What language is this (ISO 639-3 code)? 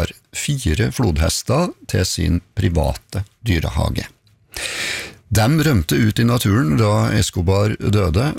nor